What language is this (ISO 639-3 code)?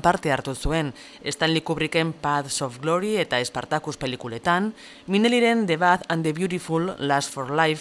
eus